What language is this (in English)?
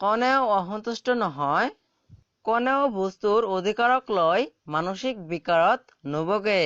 Assamese